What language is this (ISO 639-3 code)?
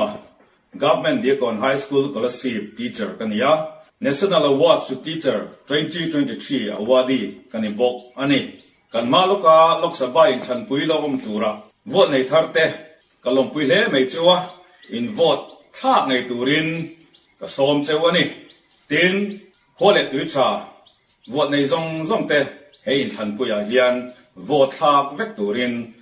lus